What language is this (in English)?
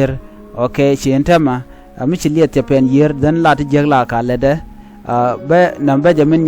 Nuer